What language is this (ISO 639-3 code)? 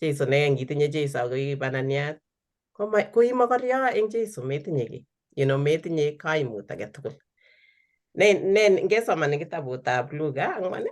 kln